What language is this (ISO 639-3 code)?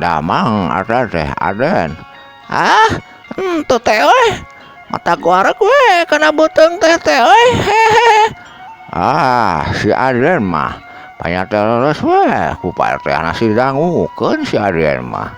sun